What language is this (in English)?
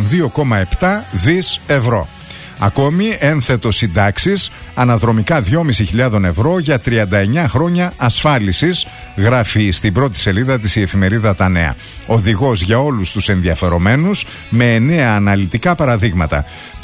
Greek